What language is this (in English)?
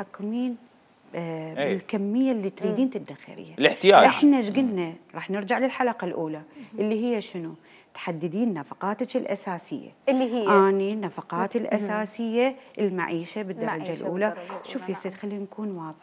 Mesopotamian Arabic